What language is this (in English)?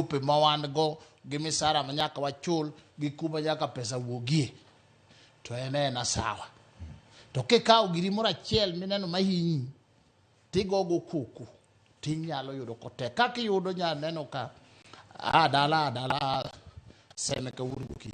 Luo (Kenya and Tanzania)